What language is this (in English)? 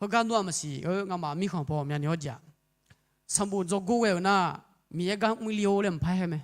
Akha